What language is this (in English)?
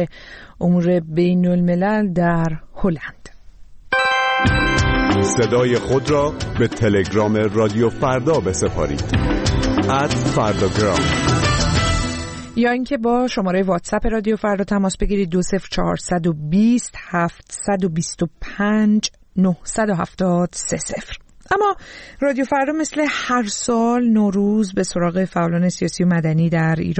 Persian